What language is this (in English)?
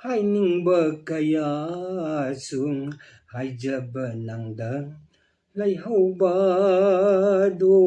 Manipuri